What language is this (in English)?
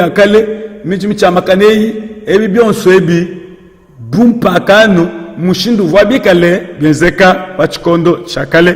Luba-Lulua